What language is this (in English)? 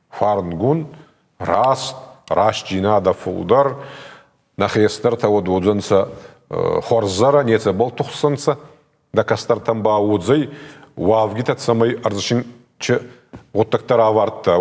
Ossetic